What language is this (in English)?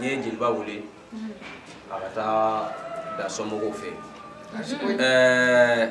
Bambara